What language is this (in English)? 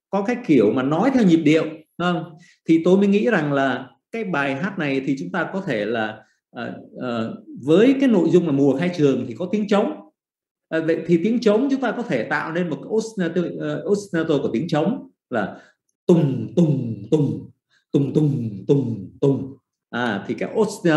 Vietnamese